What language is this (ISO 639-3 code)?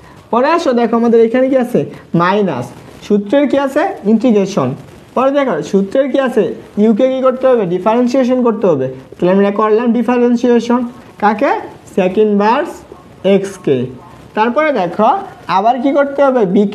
ben